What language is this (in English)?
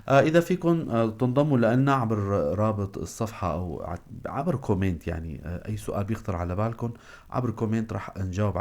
North Levantine Arabic